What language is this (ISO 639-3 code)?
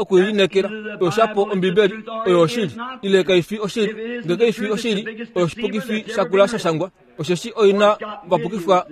kua